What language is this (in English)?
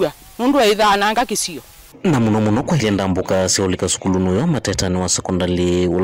Kamba